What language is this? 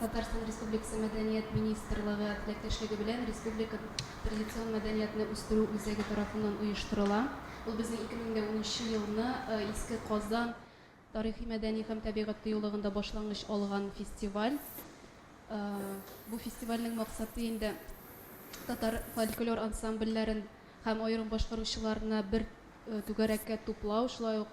Tatar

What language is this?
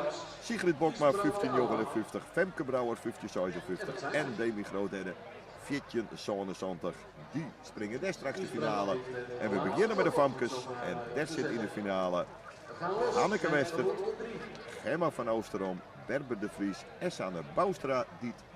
Western Frisian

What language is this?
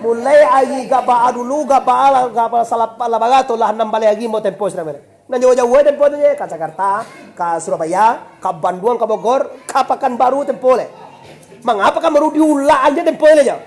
Minangkabau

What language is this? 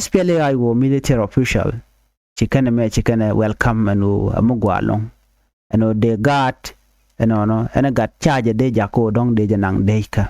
Nuer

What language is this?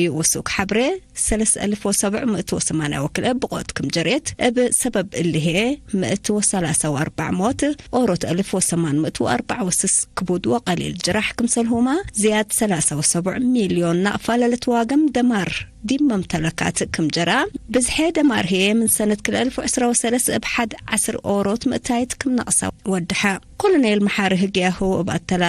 Tigre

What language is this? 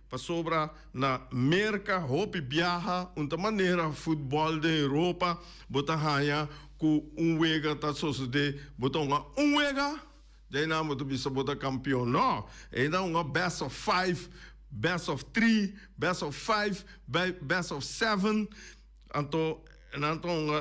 Papiamento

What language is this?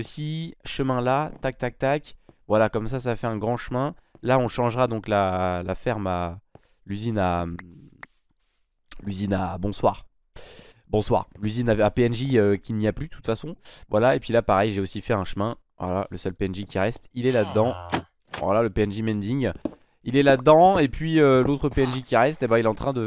French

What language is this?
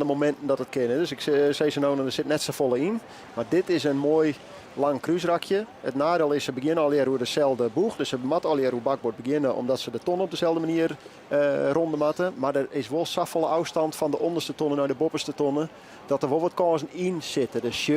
Western Frisian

